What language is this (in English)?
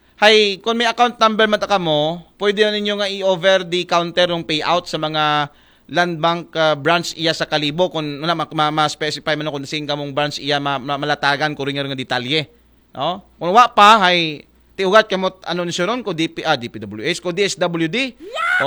Aklanon